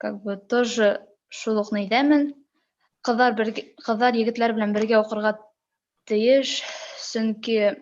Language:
Bashkir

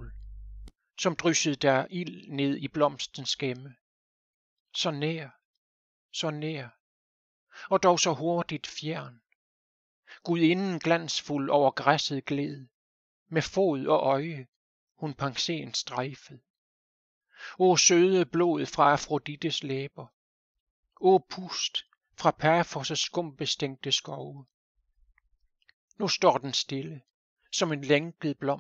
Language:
Danish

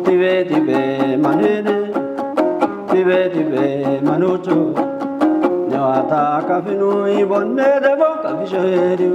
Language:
Kafa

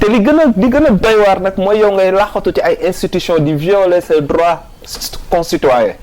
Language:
Wolof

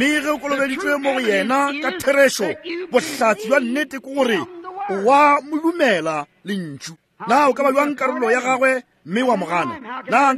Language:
Northern Sotho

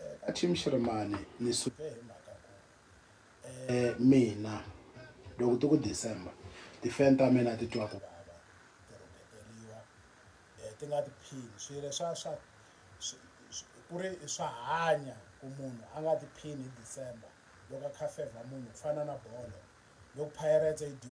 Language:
Tsonga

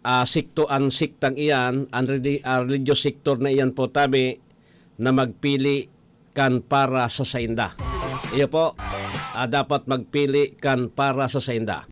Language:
Bikol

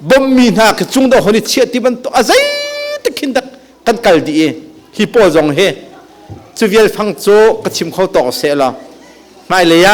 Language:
Hakha Chin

